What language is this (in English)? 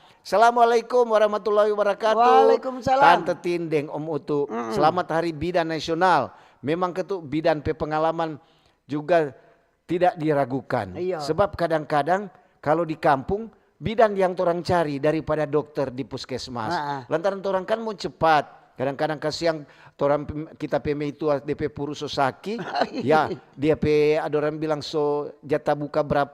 Manado Malay